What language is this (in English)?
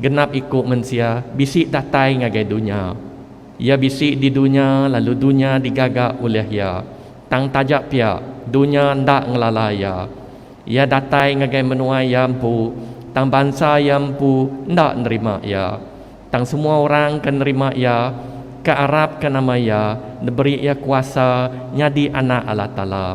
Iban